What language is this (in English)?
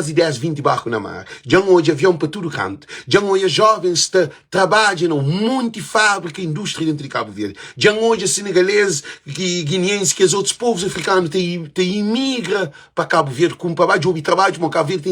Kabuverdianu